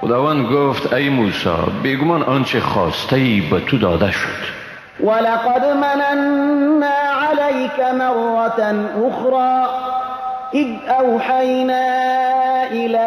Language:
Persian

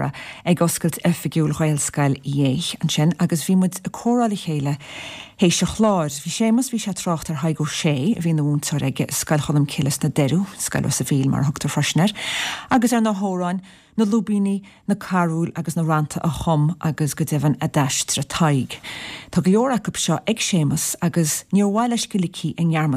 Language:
Irish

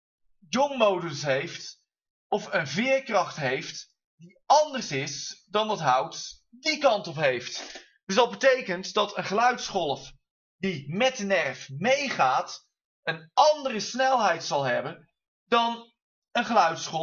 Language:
Dutch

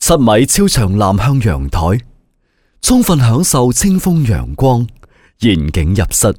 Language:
Cantonese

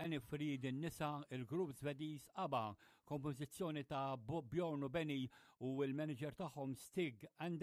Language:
Maltese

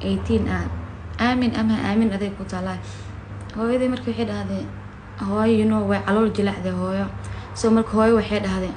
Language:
Somali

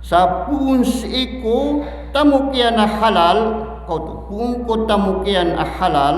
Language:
Maranao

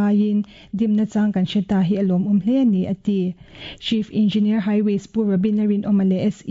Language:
Mizo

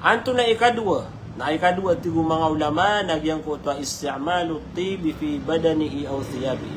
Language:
Maranao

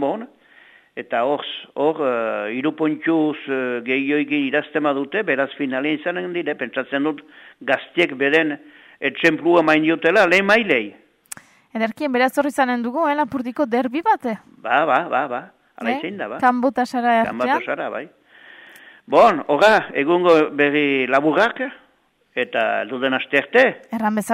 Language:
Basque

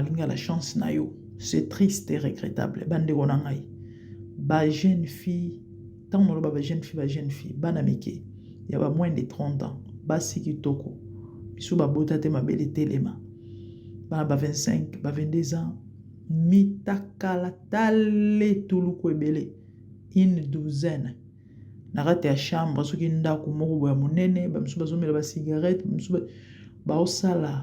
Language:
Lingala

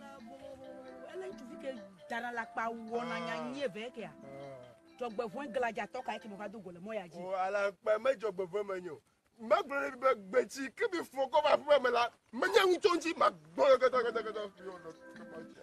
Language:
Ewe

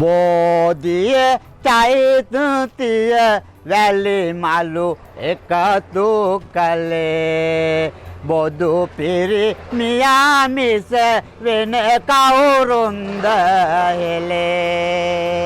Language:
Sinhala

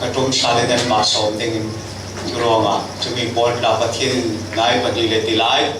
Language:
Falam Chin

